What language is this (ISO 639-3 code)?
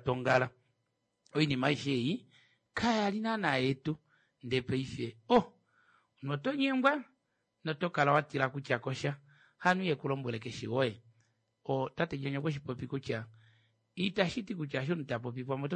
kua